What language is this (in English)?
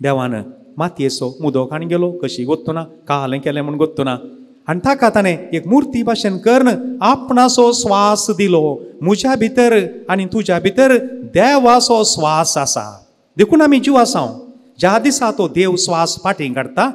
Konkani